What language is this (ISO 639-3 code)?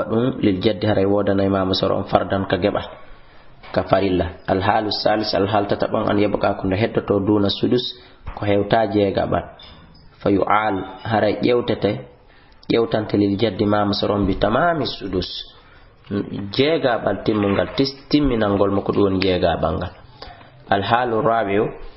ful